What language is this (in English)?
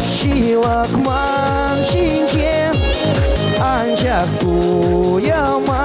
Chuvash